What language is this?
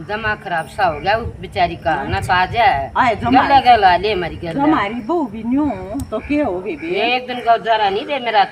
Haryanvi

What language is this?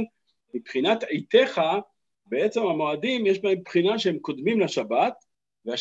Hebrew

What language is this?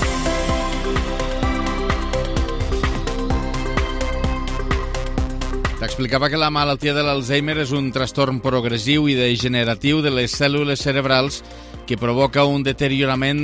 Catalan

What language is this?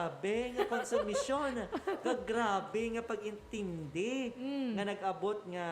Hiligaynon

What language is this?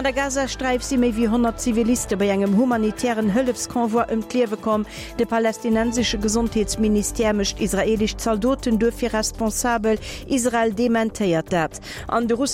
Luxembourgish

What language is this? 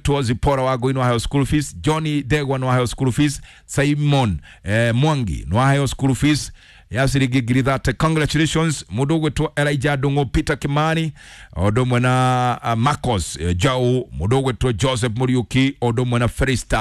Kikuyu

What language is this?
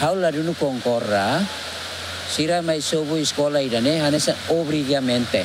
Tetum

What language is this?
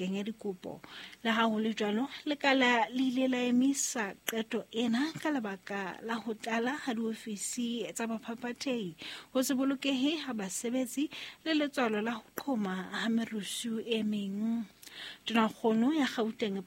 Southern Sotho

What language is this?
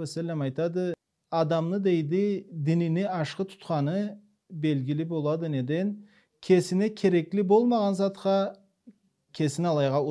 Karachay-Balkar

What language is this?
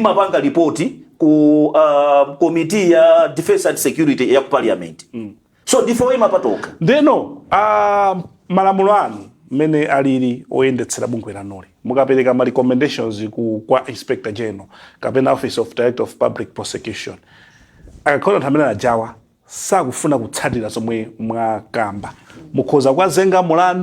Nyanja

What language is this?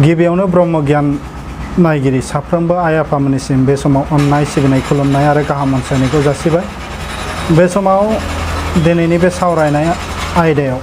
Bodo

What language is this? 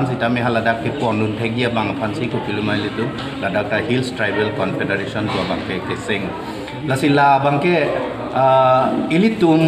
Karbi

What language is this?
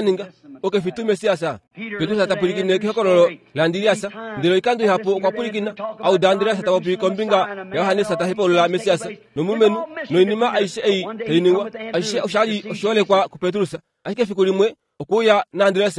Kuanyama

